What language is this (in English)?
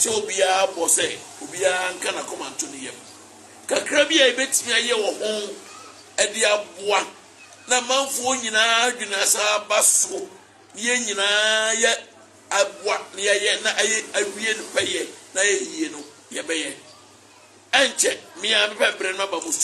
Akan